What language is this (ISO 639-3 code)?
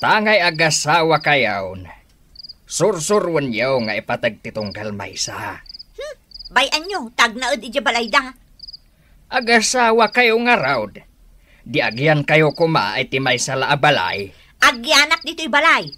ilo